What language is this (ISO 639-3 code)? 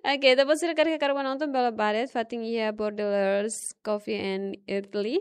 tet